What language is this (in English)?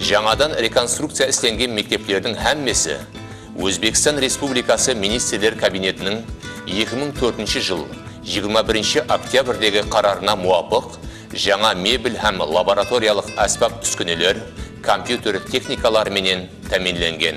Kara-Kalpak